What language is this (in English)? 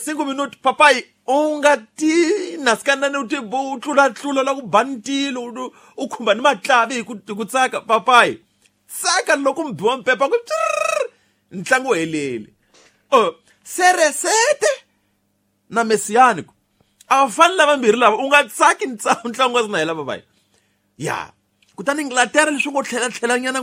Tsonga